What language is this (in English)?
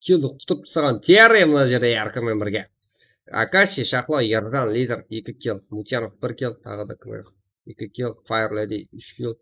Kara-Kalpak